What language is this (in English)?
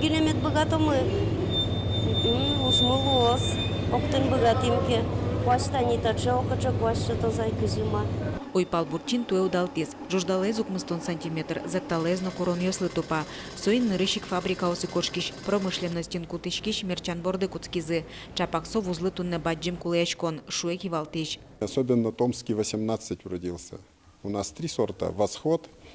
Udmurt